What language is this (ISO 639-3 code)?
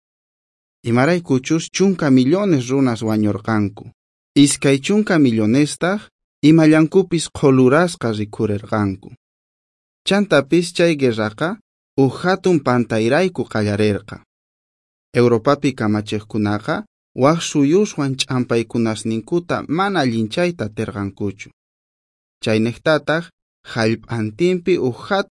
quh